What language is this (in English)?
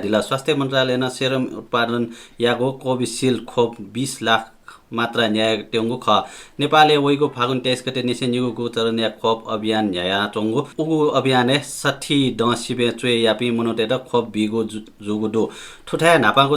Newari